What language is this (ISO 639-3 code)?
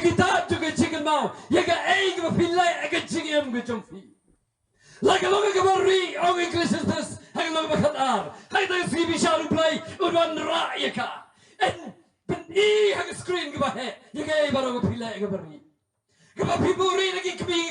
kha